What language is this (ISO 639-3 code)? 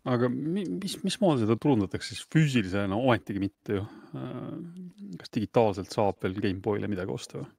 est